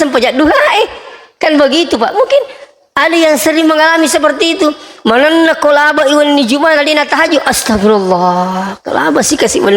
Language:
Buginese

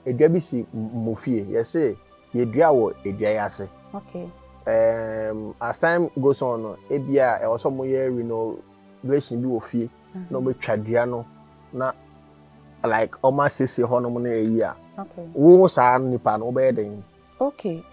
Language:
Akan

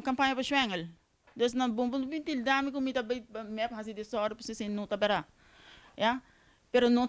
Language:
Papiamento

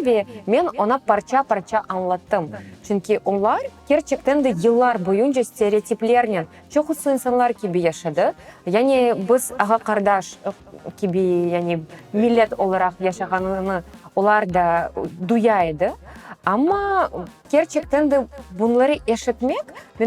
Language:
Crimean Tatar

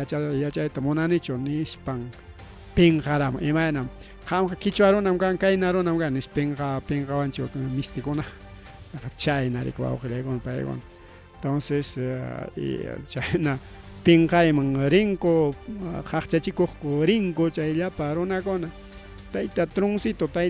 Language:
Ayacucho Quechua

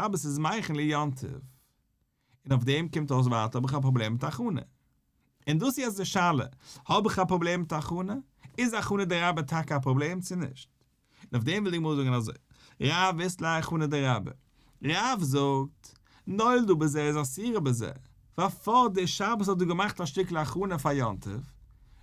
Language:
Yiddish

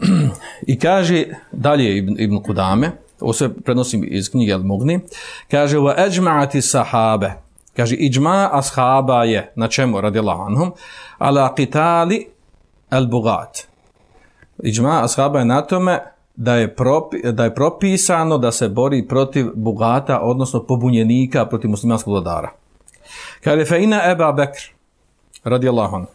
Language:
Bosnian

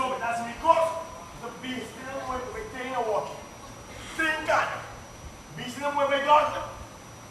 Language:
Papiamento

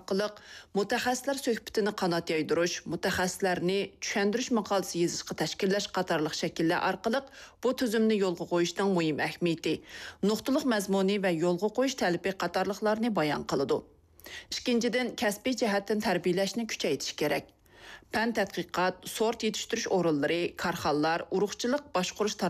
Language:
Uyghur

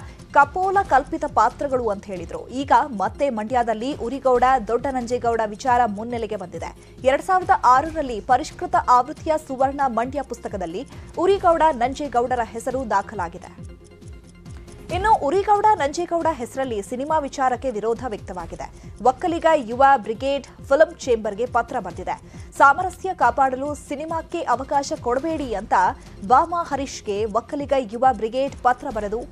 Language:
Kannada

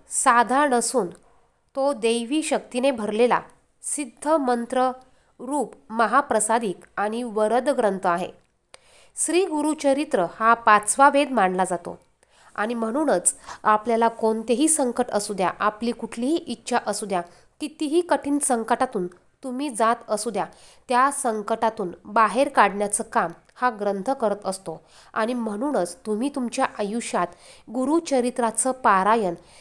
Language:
Marathi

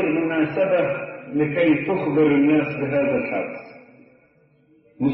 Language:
Egyptian Arabic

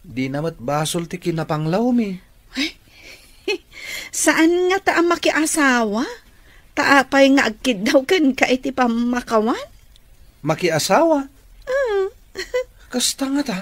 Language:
Iloko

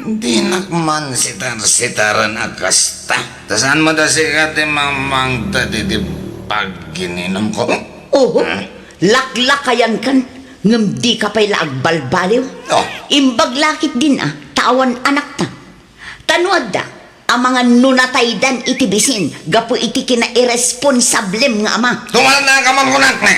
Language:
Iloko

